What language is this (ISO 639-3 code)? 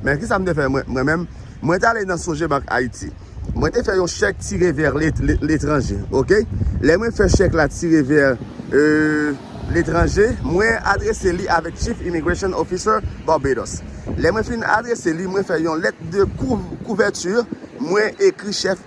hat